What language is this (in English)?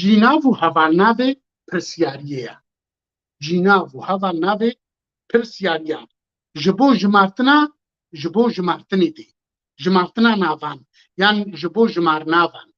Kurdish